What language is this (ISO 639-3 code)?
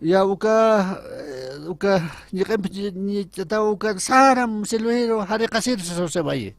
aym